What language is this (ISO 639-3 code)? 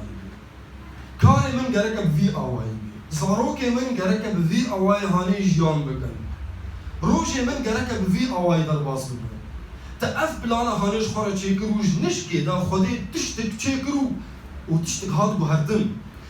kur